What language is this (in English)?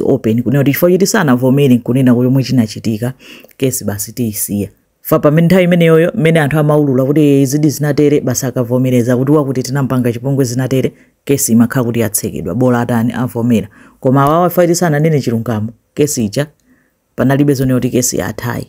Nyanja